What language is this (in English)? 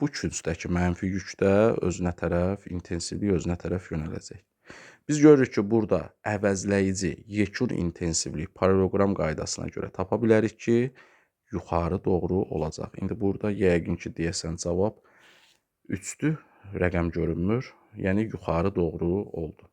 Azerbaijani